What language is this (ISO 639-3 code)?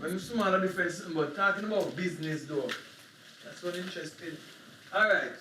jam